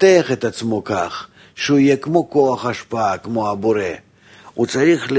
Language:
Hebrew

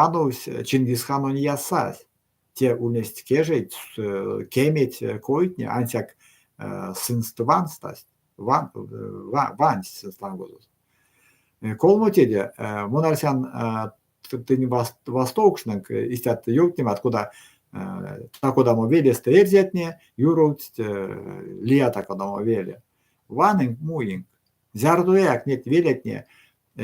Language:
Erzya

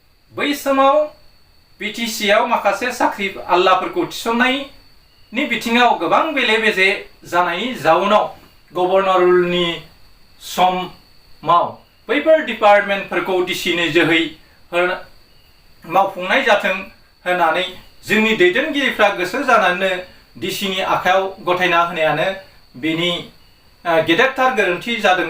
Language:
Bodo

